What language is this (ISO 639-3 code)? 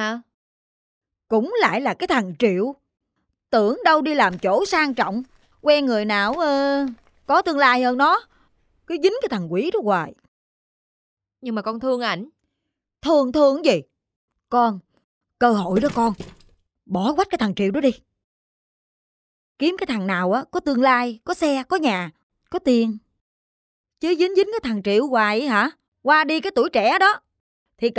vie